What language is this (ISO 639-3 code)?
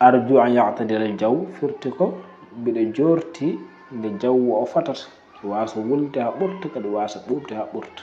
ful